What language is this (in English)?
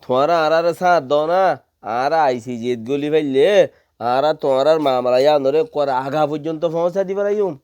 Rohingya